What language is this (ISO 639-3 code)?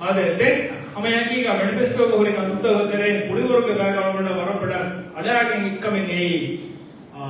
div